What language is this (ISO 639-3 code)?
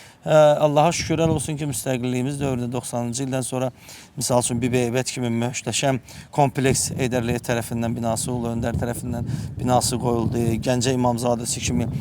aze